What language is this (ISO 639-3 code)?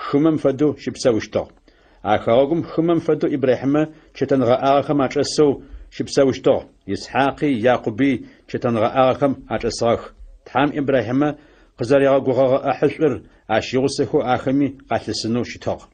ady